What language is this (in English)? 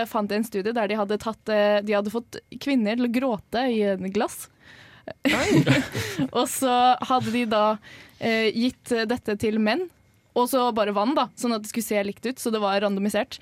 Norwegian